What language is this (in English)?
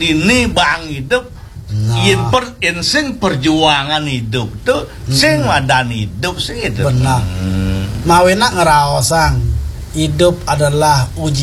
Balinese